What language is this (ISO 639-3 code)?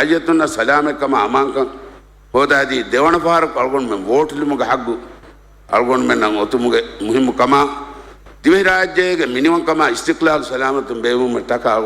div